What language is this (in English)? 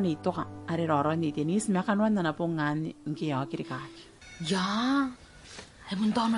Gilbertese